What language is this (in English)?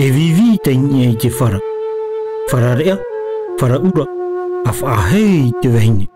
Tahitian